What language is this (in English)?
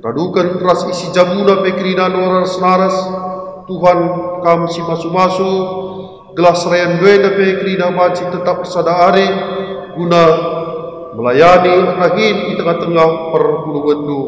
Batak Karo